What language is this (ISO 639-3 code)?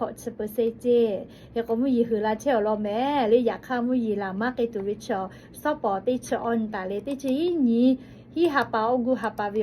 lhu